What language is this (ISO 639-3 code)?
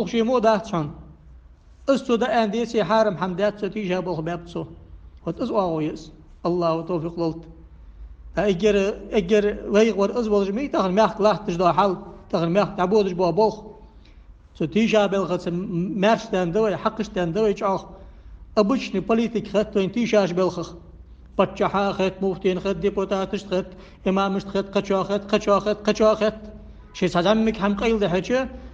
inh